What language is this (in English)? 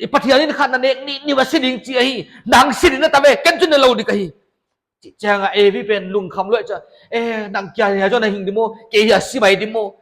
Paite Chin